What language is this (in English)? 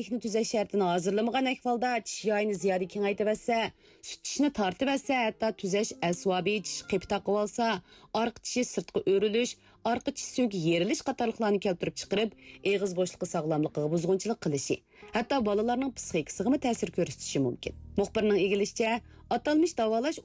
Uyghur